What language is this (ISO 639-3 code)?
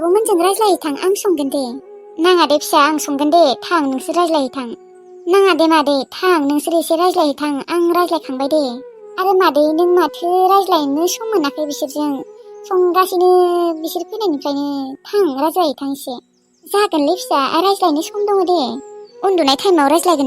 brx